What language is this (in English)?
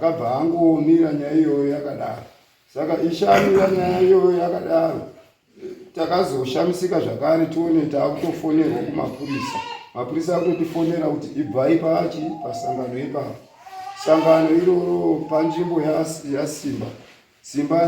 Shona